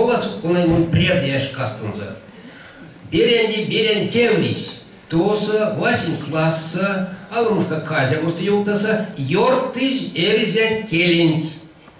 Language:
Erzya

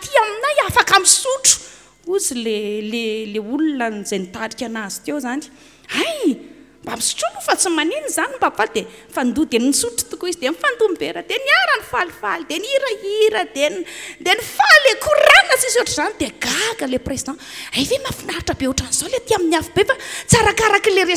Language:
Malagasy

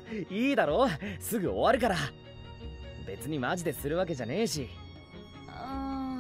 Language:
Japanese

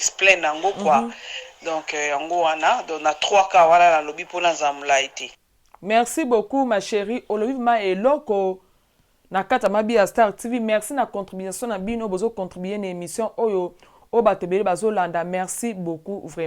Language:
Lingala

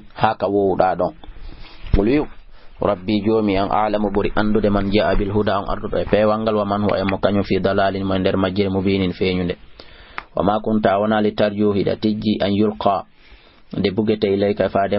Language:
Fula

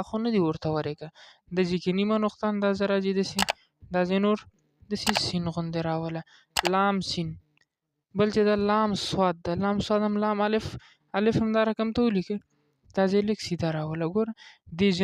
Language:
Pashto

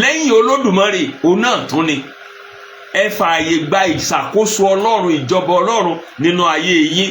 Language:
Yoruba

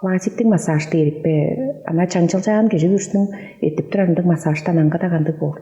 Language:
Tuvinian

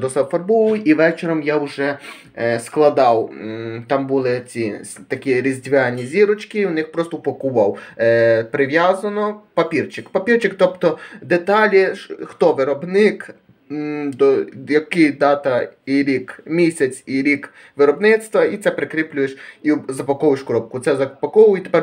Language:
Ukrainian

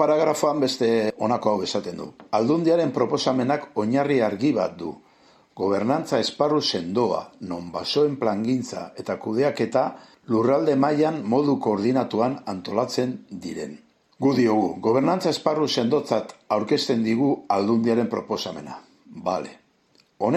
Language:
Basque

